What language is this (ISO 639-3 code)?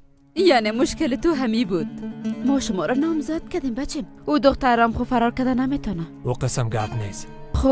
fas